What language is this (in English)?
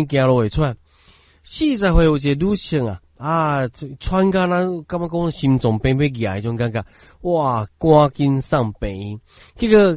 Min Nan Chinese